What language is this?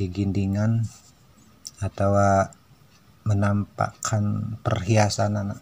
Sundanese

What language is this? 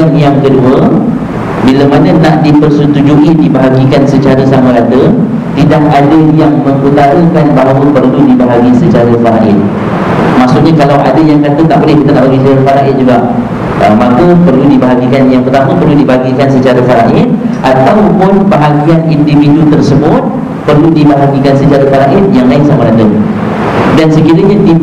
Malay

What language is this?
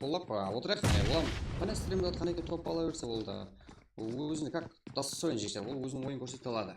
Kara-Kalpak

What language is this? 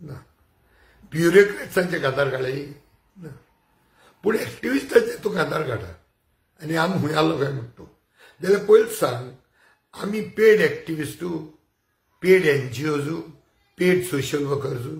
Konkani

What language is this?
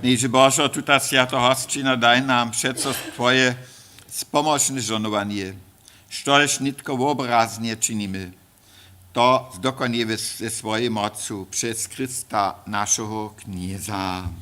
Upper Sorbian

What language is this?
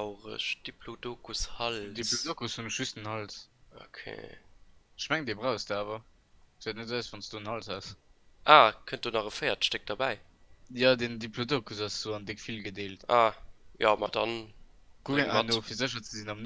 Luxembourgish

